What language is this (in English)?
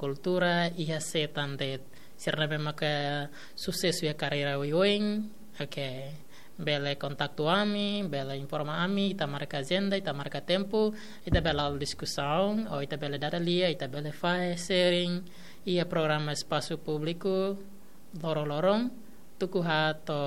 Tetum